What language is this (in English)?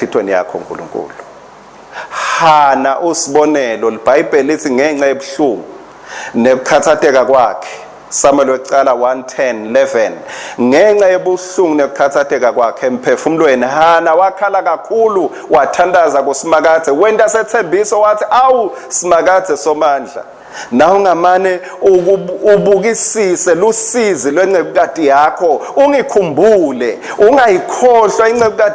Swati